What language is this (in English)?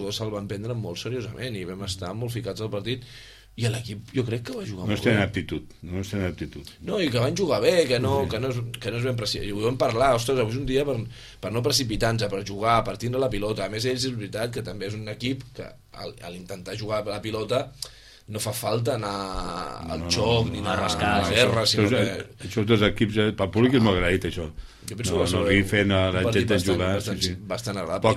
Catalan